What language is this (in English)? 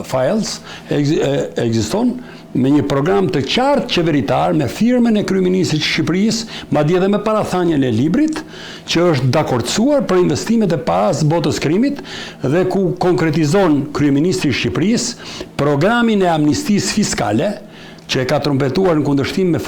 Albanian